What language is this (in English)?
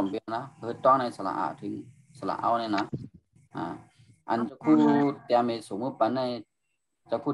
Shan